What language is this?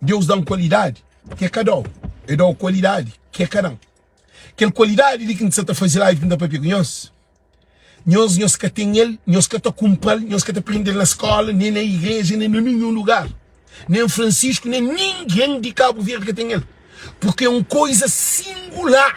Kabuverdianu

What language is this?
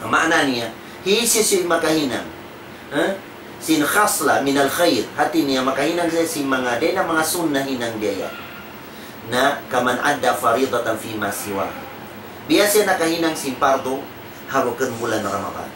Tausug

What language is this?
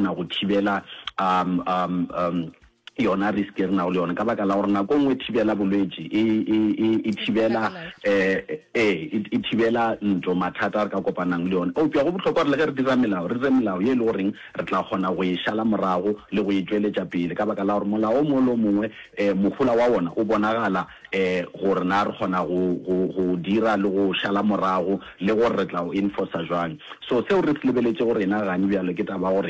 Northern Sotho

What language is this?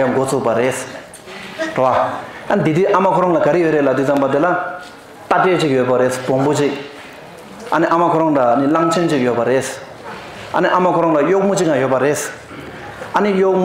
Tibetan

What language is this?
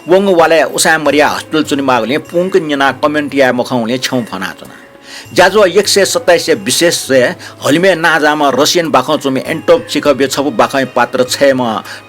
Newari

